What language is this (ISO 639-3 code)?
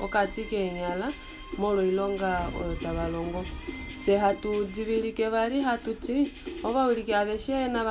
kua